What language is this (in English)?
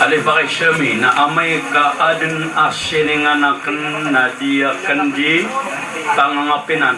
Maranao